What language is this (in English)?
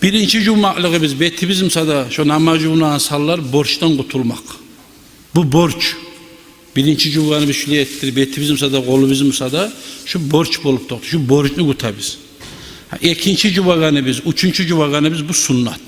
Kumyk